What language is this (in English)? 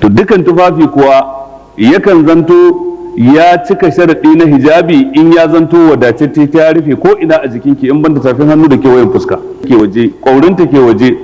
Hausa